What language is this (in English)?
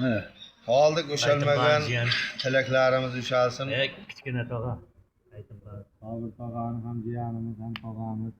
Uzbek